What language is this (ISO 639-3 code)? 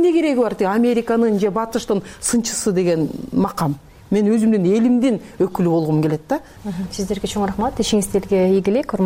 kir